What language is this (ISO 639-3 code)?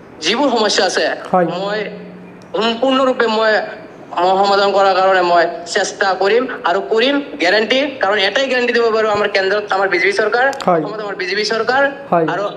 asm